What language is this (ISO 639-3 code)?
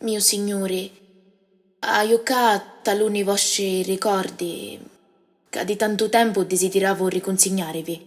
scn